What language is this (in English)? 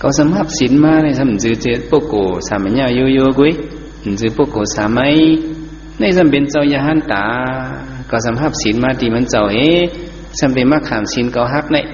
Shan